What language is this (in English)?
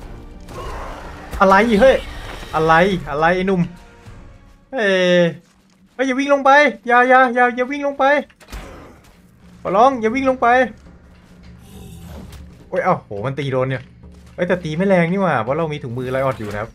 Thai